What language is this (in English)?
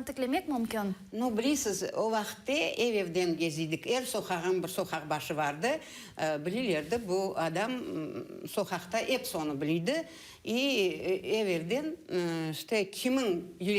Crimean Tatar